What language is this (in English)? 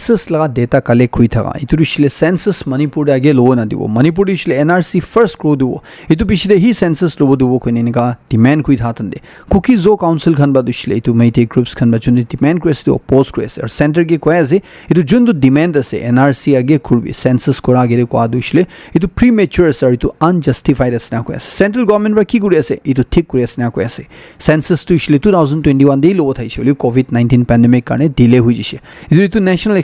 Naga Pidgin